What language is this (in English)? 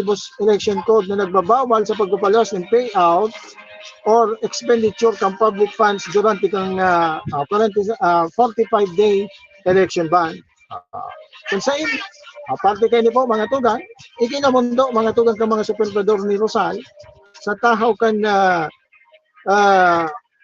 Bikol